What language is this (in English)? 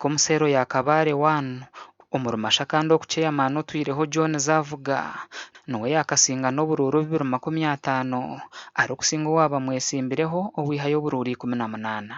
Nyankole